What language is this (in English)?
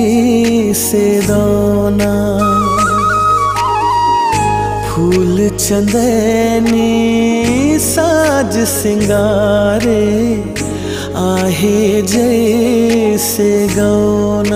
Chhattisgarhi